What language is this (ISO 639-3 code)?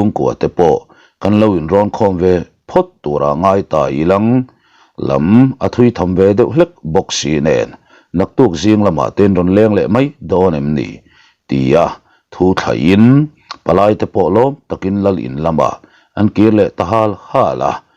lus